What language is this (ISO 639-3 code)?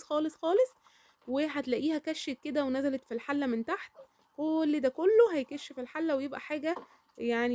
arz